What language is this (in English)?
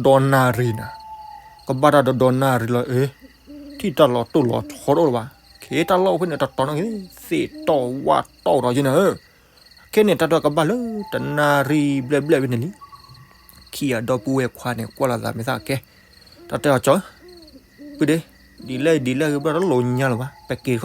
S'gaw Karen